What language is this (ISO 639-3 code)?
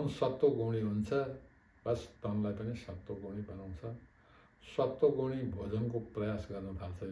nep